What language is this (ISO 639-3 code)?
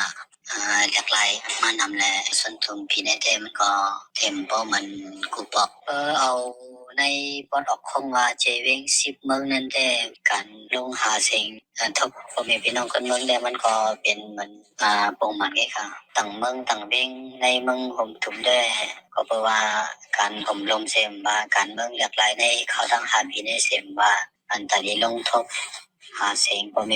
shn